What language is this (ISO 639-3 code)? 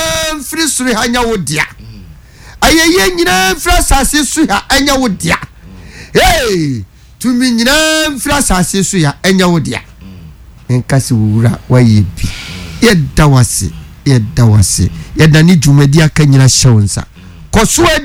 aka